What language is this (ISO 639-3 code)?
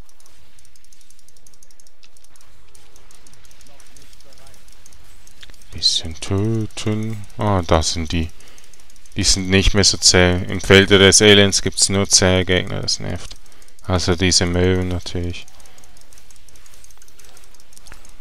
deu